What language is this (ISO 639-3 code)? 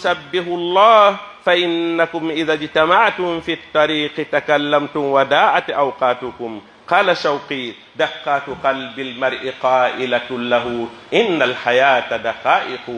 fuf